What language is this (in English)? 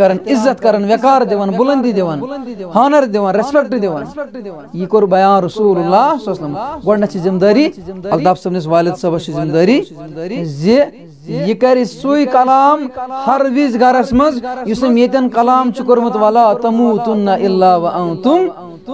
Kashmiri